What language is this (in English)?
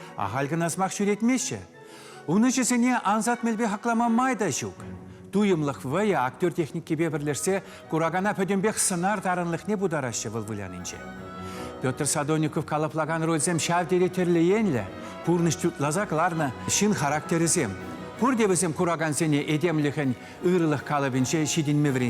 Chuvash